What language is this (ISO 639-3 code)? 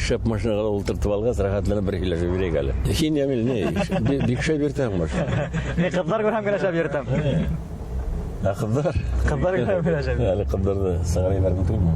bak